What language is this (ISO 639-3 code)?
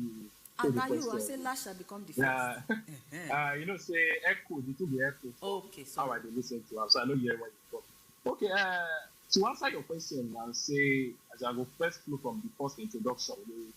pcm